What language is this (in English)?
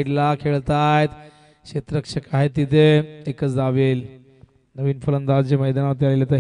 Marathi